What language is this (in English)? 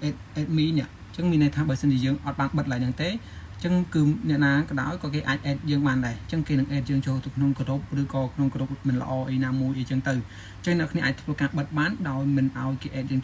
Khmer